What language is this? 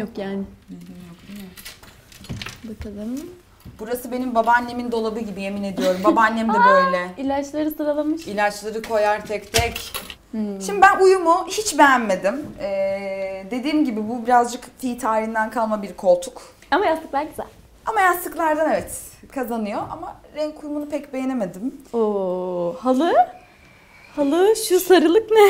Turkish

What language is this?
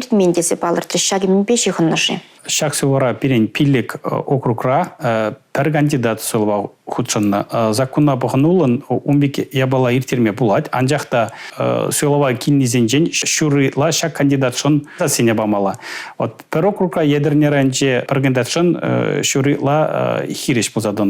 Chuvash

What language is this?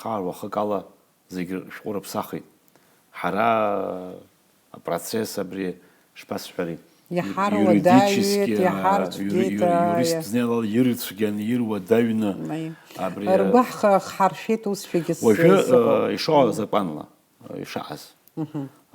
Abkhazian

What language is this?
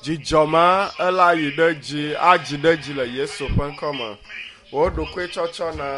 Ewe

